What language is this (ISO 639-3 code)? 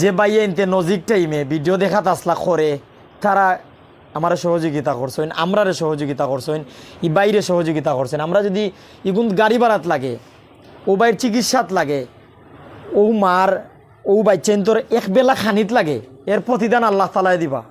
syl